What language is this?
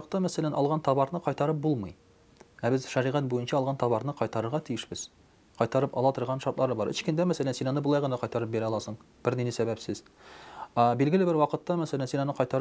Tatar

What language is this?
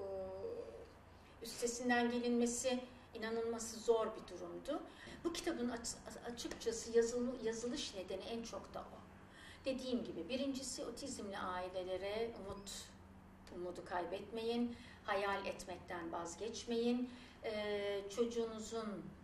Turkish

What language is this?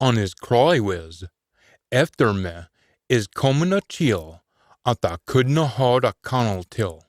Scots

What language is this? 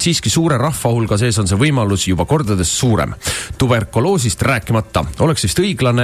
Estonian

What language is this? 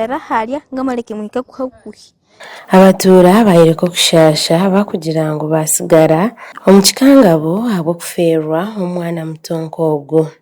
Nyankole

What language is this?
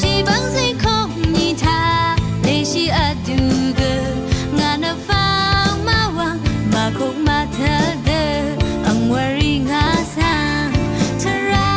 Rawang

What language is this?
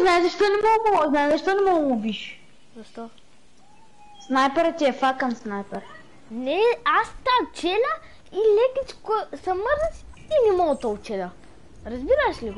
Bulgarian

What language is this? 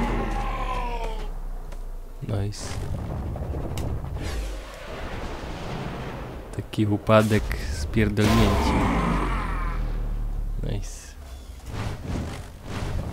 Polish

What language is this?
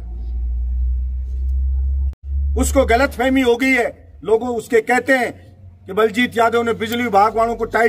Hindi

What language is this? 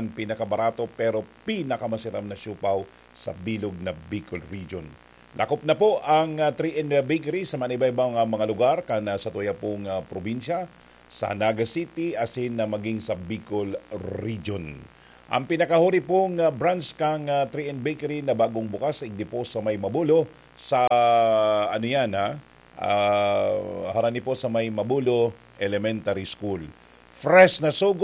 Bikol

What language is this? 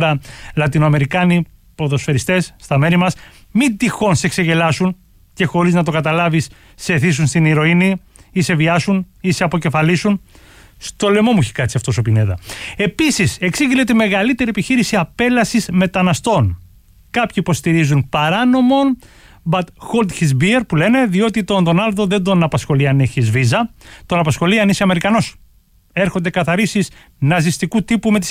Greek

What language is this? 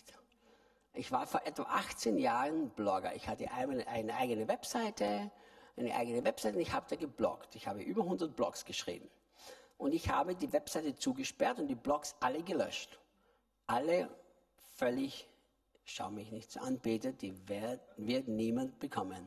German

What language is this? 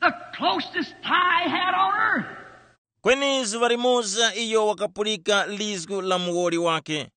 Tumbuka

